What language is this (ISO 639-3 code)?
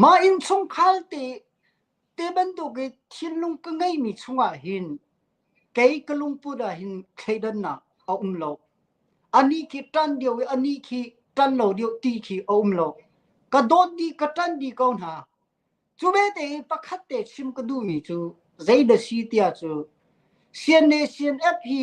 cnh